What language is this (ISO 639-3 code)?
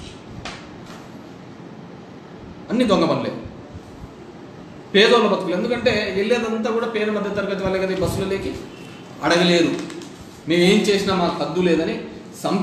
tel